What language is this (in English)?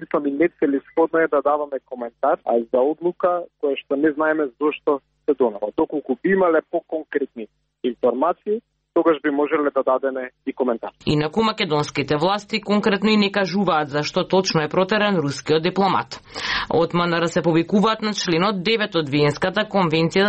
Macedonian